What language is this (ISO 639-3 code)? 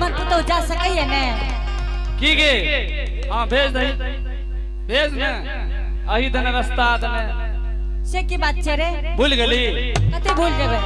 anp